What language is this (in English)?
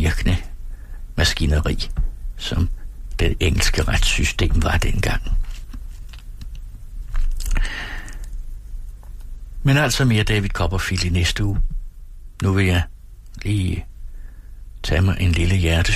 Danish